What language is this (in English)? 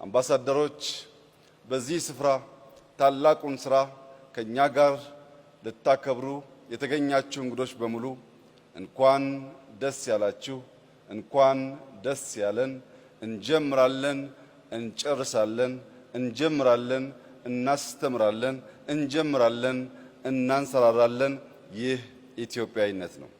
Amharic